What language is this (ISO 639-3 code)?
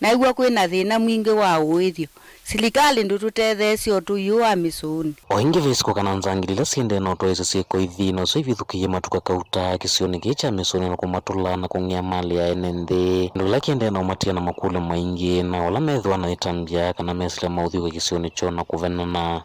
kam